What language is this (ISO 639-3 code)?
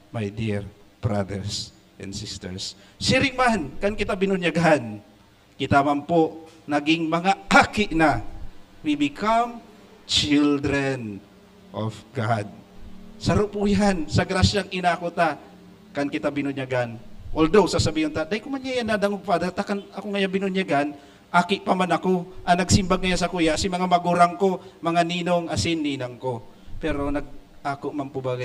bik